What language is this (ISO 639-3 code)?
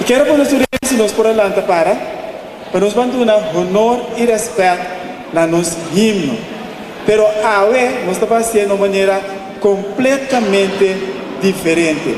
pap